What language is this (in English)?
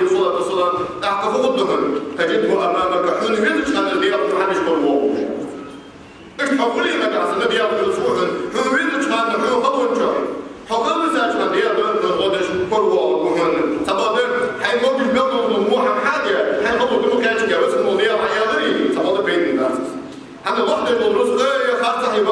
Ingush